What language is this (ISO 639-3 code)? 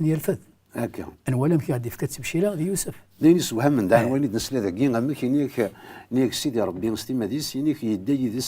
kab